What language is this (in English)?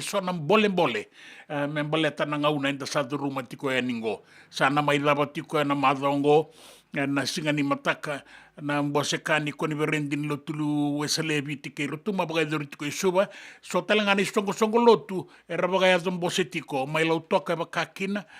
Fijian